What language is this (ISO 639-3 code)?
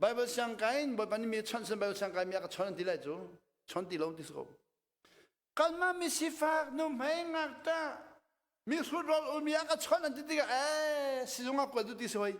cnh